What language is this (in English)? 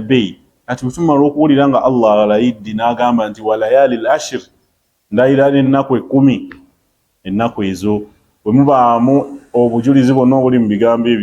Ganda